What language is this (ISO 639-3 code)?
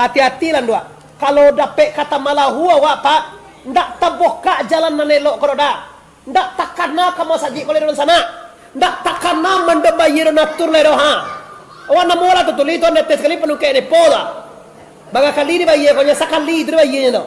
min